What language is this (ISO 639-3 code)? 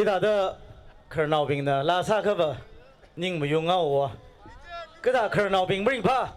nmf